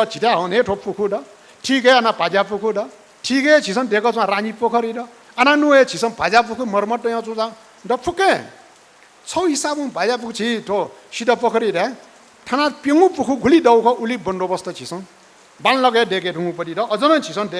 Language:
Newari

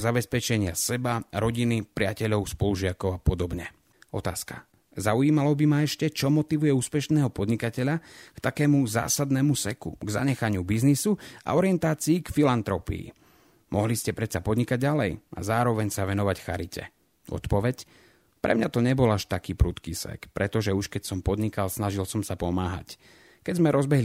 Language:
Slovak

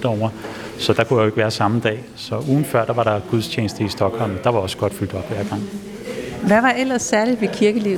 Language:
Danish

